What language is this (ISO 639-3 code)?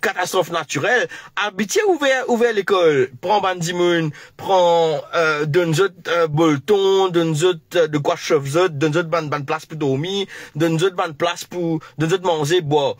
mfe